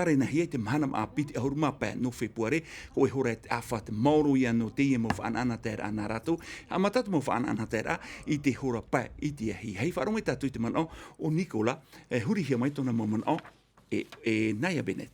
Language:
Tahitian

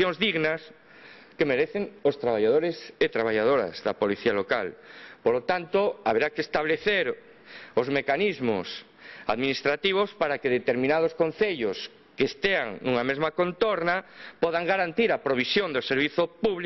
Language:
Galician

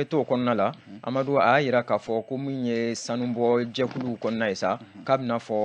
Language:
Bambara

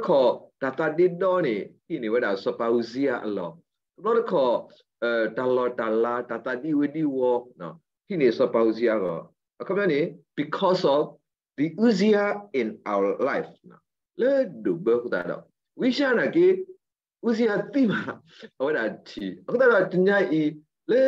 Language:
S'gaw Karen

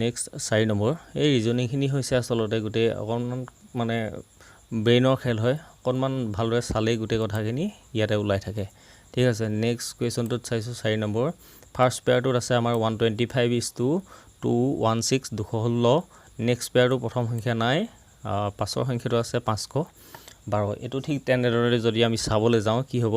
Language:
Assamese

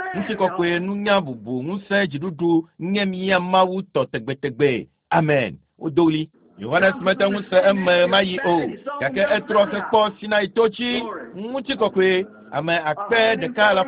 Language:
Ewe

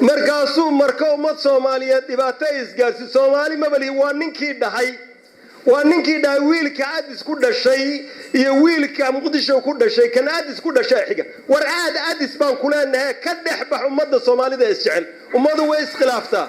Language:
Somali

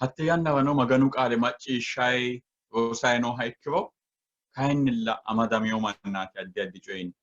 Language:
Sidamo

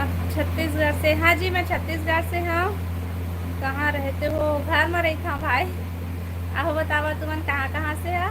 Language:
Chhattisgarhi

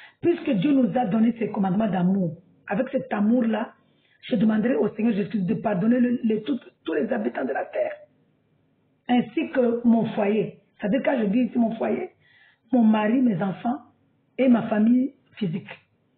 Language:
French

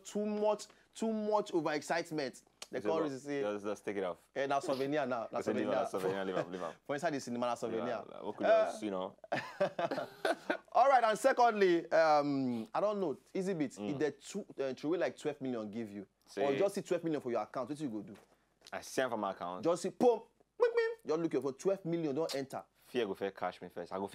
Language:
Nigerian Pidgin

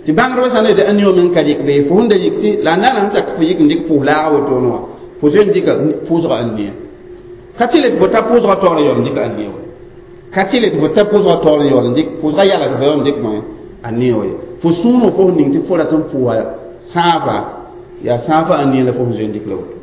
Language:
Mossi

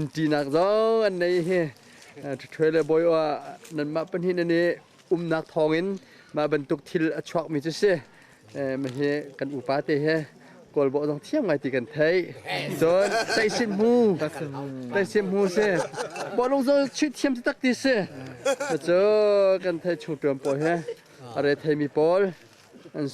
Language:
Hakha Chin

